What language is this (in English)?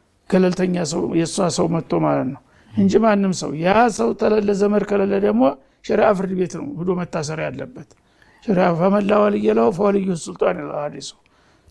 Amharic